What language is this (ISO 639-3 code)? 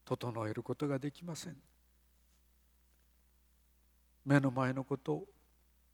jpn